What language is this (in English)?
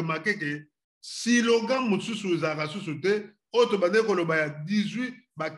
Lingala